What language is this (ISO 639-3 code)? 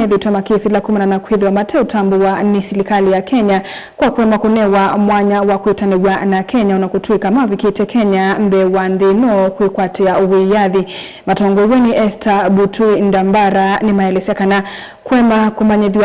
kam